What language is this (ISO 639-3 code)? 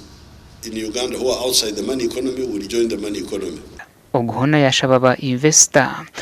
nyn